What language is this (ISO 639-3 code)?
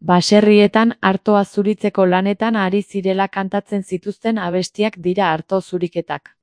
eus